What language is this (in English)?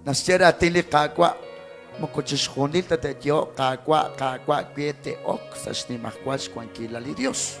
Kekchí